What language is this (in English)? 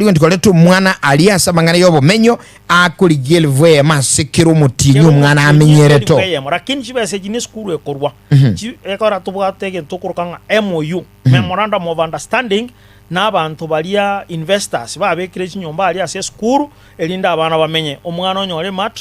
Gusii